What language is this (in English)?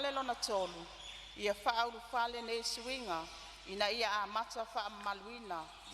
Samoan